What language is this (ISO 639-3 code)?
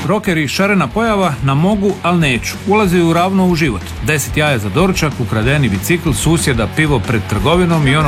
hrv